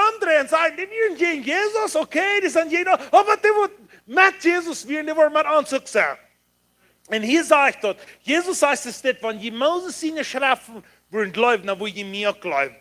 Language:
Plautdietsch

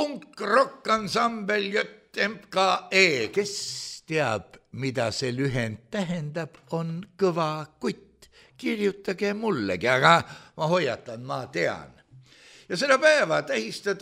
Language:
Estonian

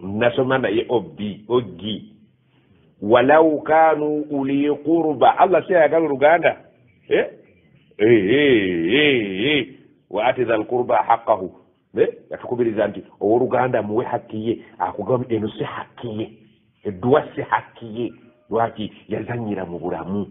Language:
Ganda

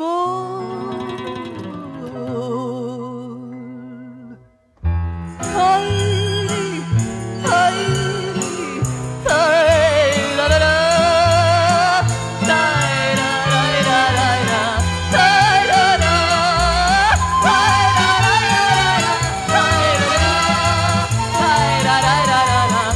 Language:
Serbian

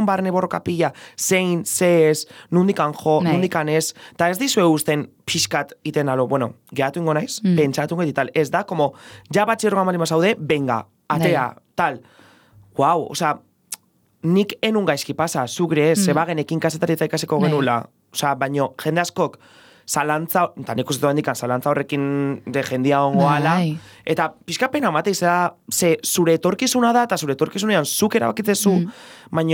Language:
Basque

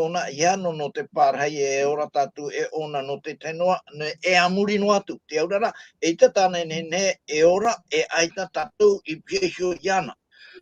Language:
Tahitian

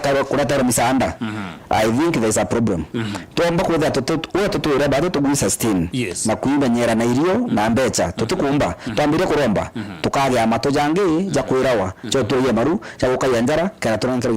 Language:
Meru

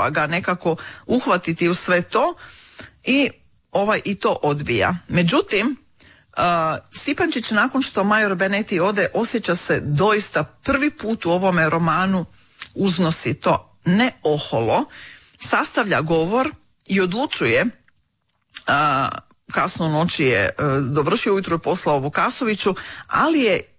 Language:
Croatian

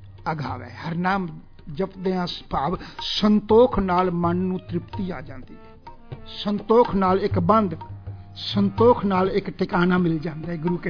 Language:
Punjabi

